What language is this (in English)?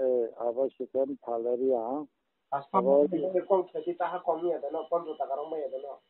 Riang (India)